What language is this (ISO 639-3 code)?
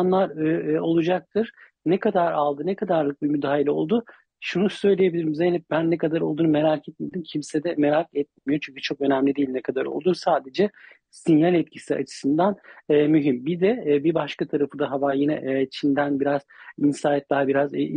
tur